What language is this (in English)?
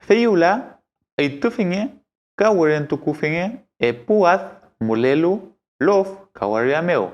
Mapuche